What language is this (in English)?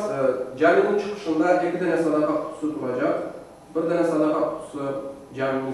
Crimean Tatar